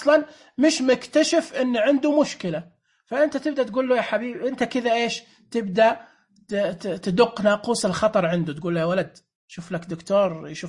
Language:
Najdi Arabic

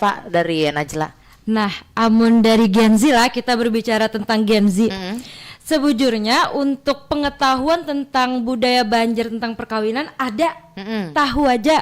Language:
Banjar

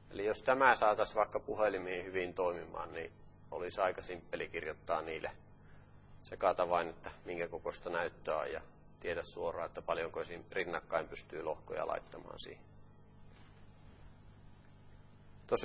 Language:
Finnish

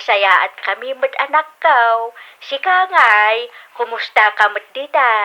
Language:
Iloko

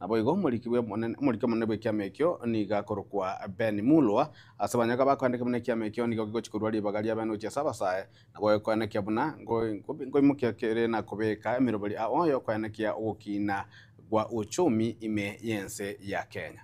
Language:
Gusii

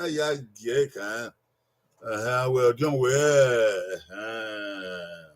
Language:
Bini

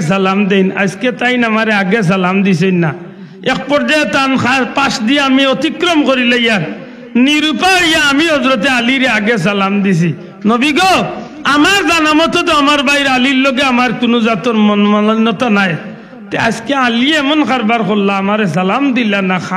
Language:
Sylheti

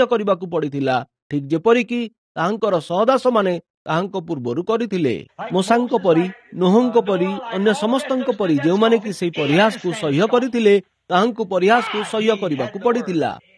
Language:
Odia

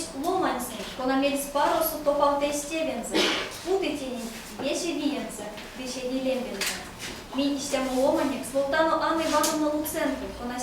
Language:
Erzya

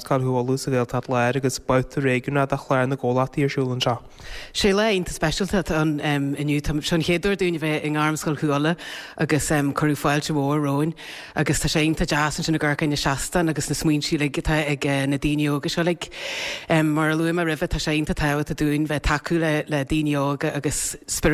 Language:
Irish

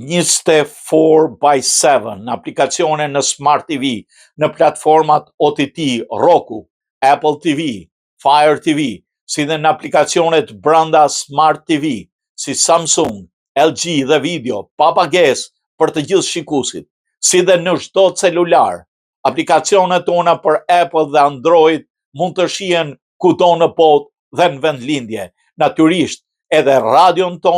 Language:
Albanian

